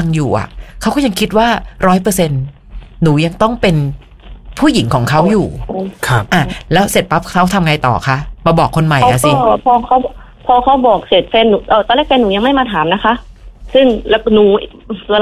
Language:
Thai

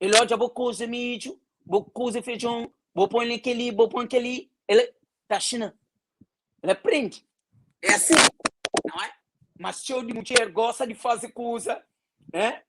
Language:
Kabuverdianu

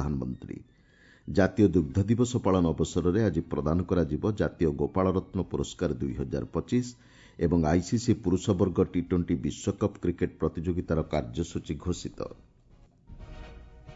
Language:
Odia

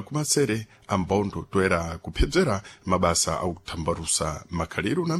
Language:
Sena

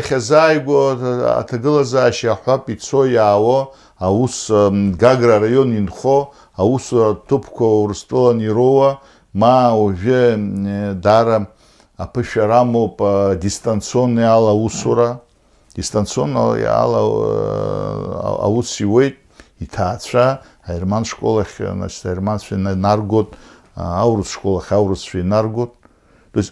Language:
Abkhazian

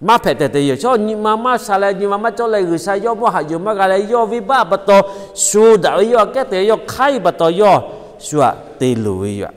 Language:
Lahu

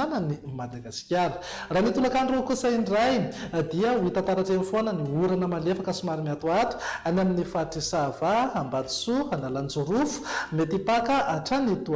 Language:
Malagasy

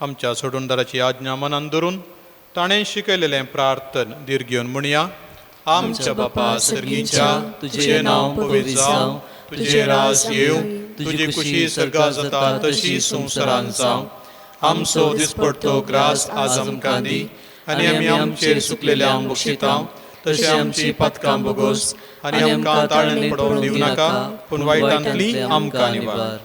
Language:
Konkani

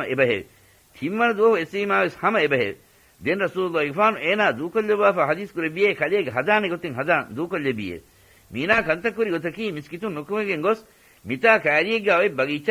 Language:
Divehi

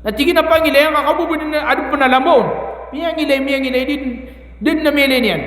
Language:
Maranao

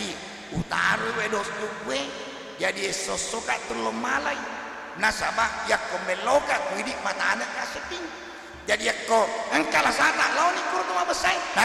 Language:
Buginese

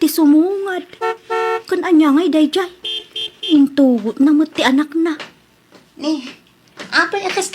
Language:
Iloko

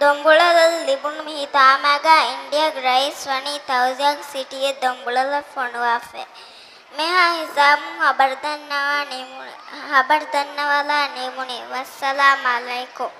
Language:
Divehi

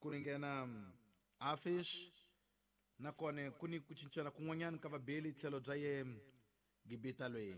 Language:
Tsonga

